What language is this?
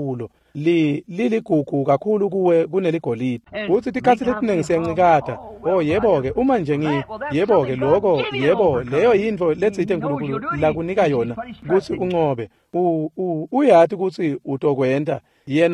Swati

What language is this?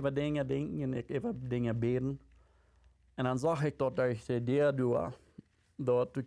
Plautdietsch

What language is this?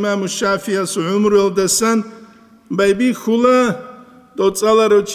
Avaric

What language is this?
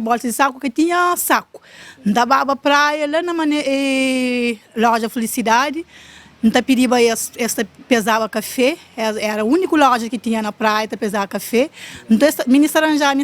Kabuverdianu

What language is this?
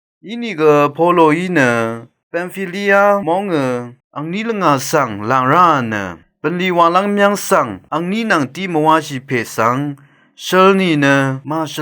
Rawang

